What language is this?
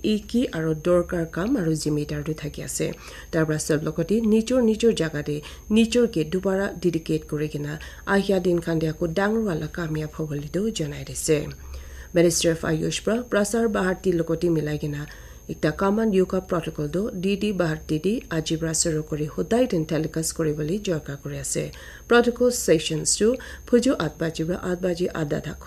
Naga Pidgin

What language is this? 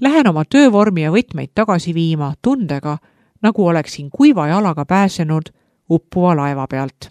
Estonian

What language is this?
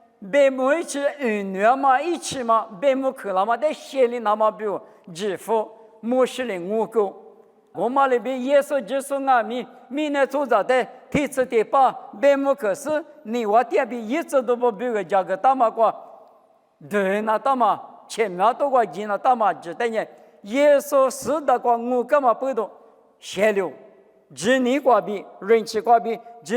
Lisu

